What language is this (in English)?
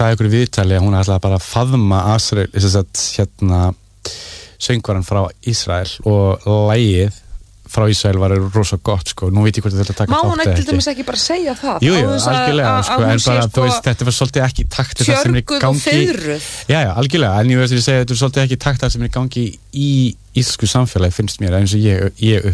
Icelandic